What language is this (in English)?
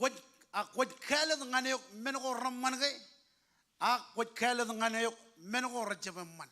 Marshallese